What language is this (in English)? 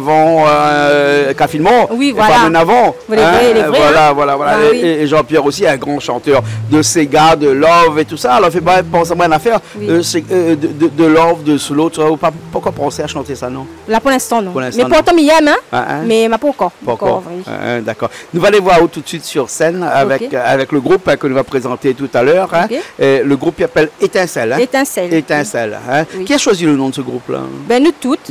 Réunion Creole French